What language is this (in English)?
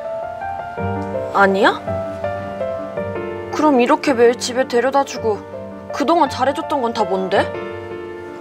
Korean